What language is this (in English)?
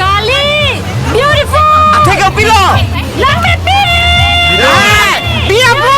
Karbi